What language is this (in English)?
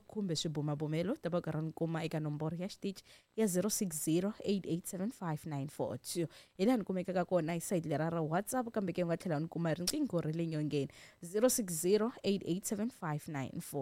Tsonga